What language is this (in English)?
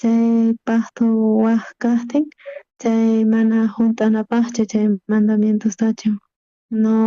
South Bolivian Quechua